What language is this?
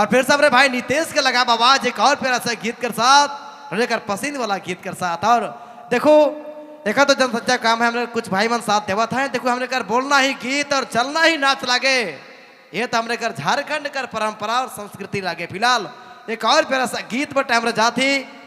Sadri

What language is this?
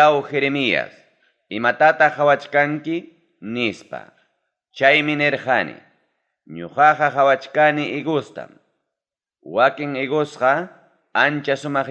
Ayacucho Quechua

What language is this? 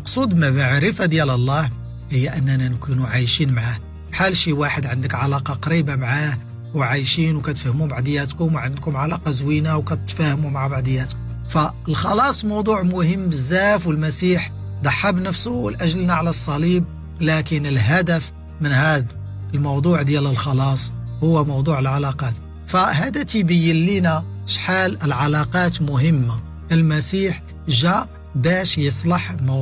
Moroccan Arabic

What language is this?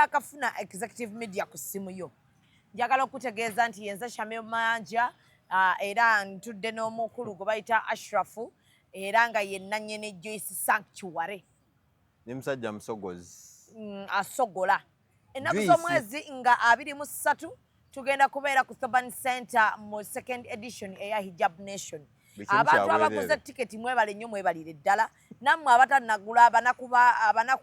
Ganda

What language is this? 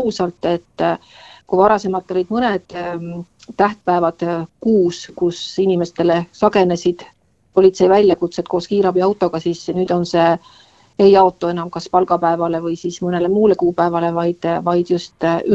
Estonian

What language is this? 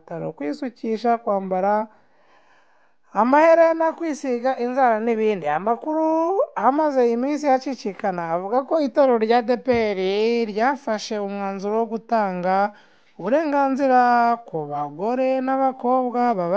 Kinyarwanda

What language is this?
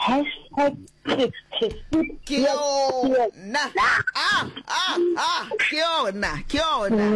Northern Sotho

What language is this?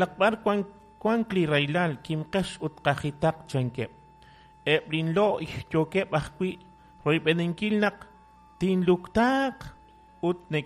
Kekchí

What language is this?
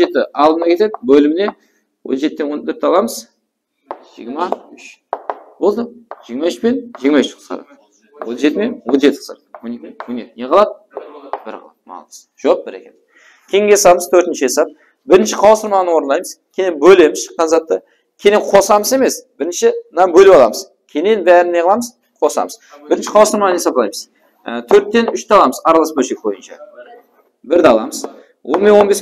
Kara-Kalpak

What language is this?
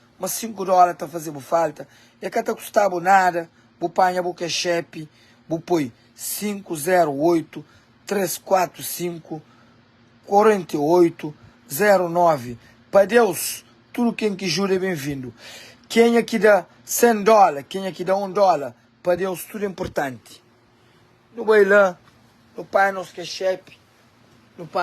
Kabuverdianu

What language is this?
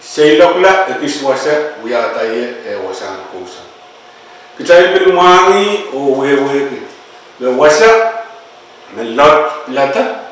Pohnpeian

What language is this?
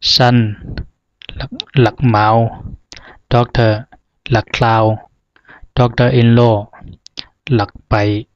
Zhuang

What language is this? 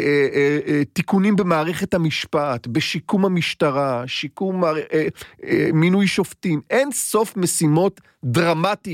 Hebrew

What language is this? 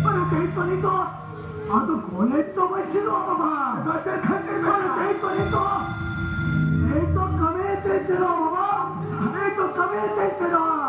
Santali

